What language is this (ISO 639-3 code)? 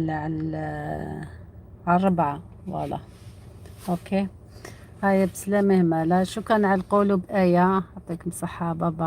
arq